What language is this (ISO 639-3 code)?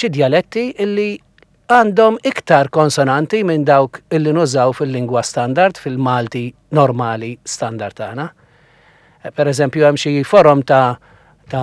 mlt